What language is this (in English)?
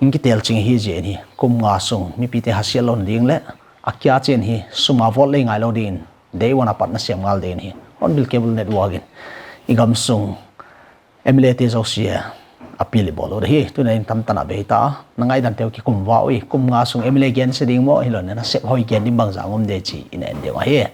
Paite Chin